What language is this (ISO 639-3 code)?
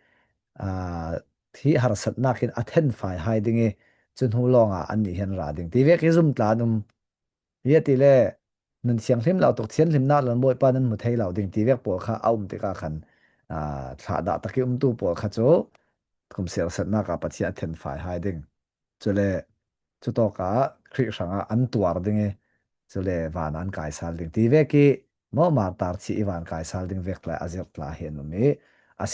cfm